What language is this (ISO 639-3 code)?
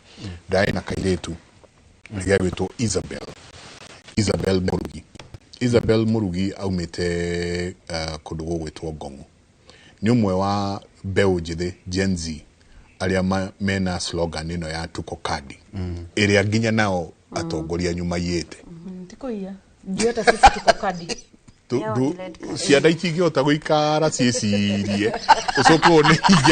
kik